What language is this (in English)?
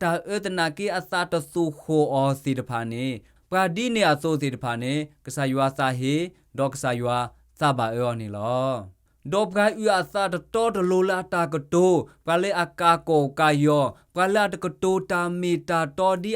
S'gaw Karen